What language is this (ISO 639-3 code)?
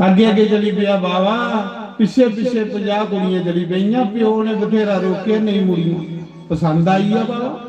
doi